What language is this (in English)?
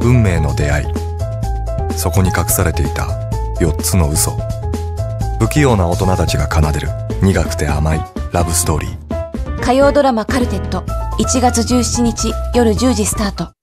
Japanese